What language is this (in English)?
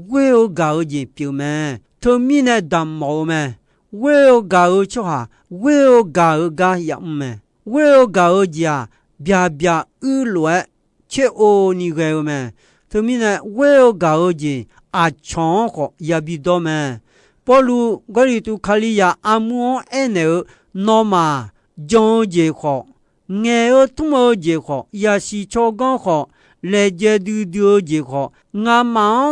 Akha